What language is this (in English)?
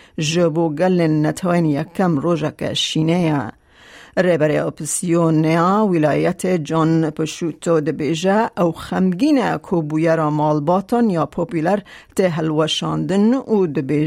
Kurdish